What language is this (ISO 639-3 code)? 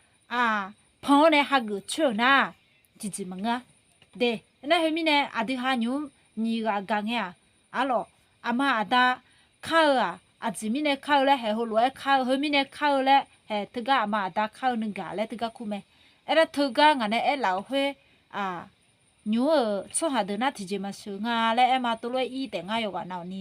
ahk